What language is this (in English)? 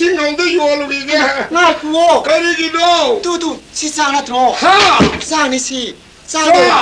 Manipuri